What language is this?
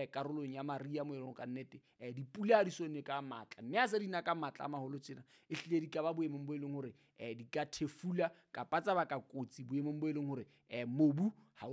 Southern Sotho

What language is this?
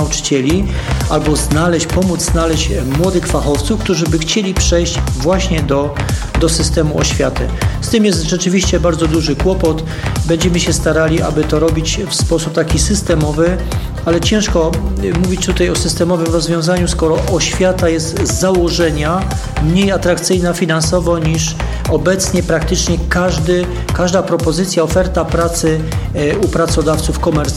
Polish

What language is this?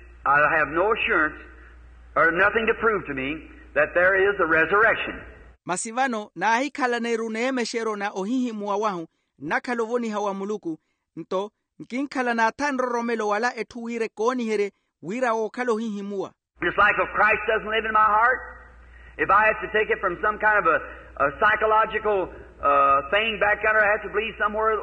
Makhuwa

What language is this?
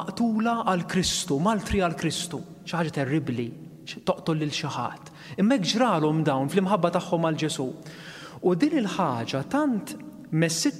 Maltese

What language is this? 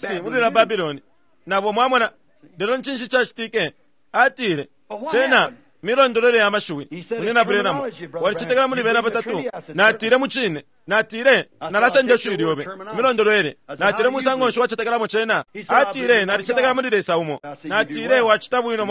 Bemba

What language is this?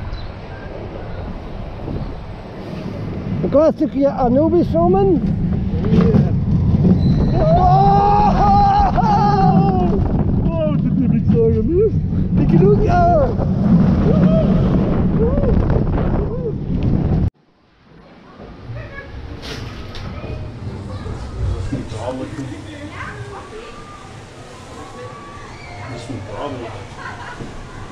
Dutch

